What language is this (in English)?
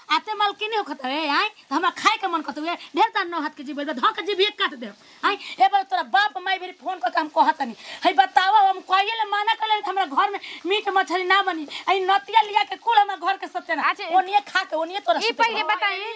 Bhojpuri